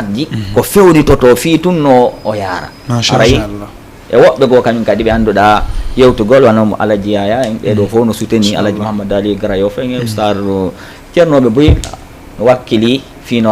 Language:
Fula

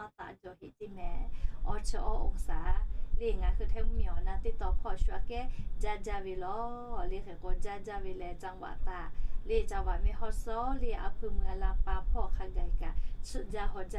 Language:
Lahu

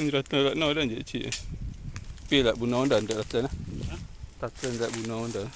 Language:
Achinese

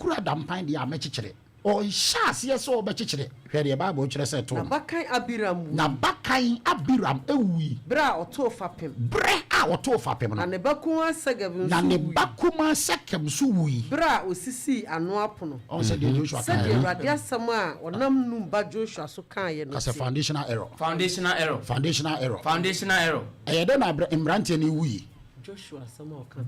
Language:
Akan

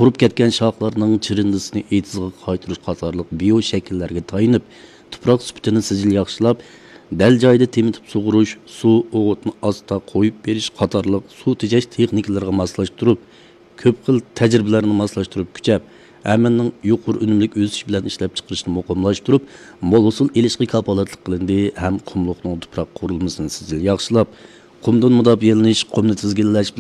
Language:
Uyghur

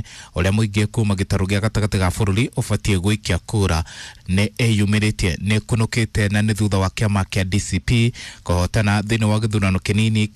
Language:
Kikuyu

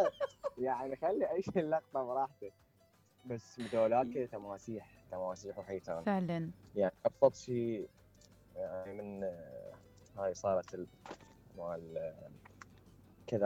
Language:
Mesopotamian Arabic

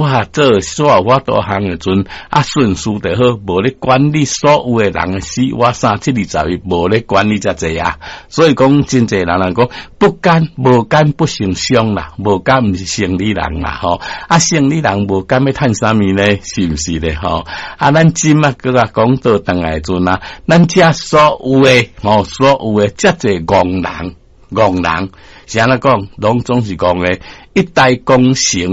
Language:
Min Nan Chinese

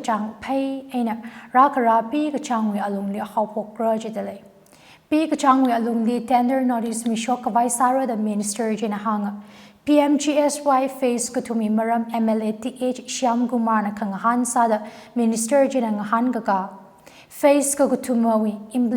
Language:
Tangkhul Naga (India)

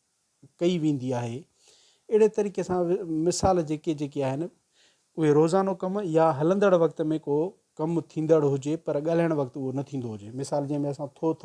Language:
Sindhi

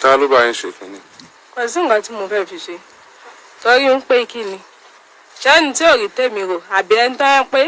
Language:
Yoruba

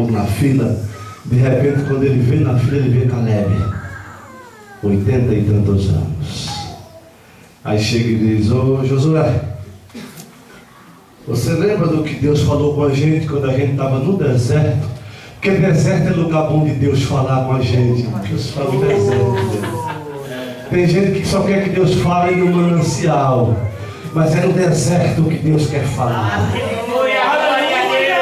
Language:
Portuguese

